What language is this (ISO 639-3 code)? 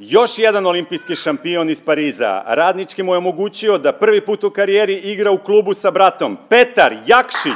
srp